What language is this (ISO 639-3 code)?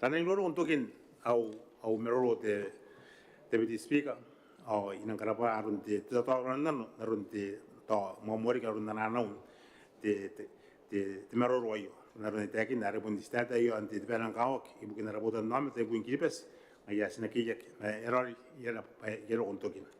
gil